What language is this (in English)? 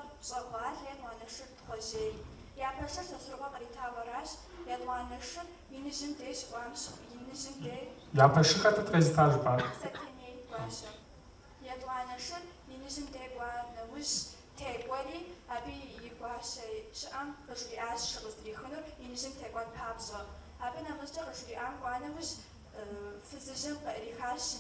Kabardian